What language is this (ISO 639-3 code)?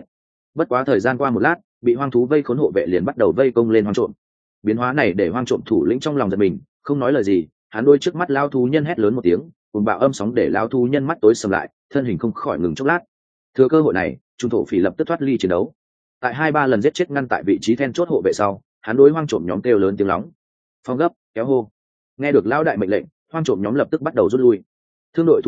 vie